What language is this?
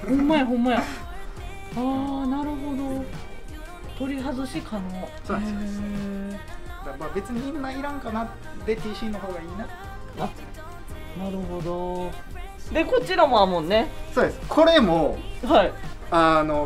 Japanese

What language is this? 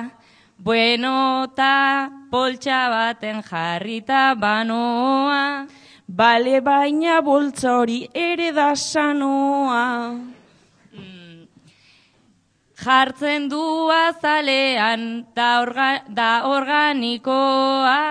Basque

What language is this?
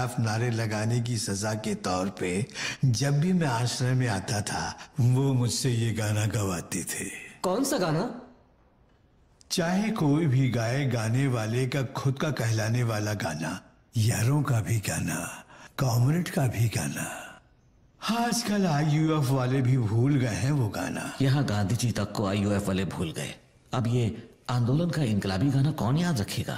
Hindi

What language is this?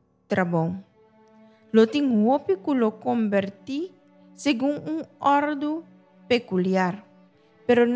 Papiamento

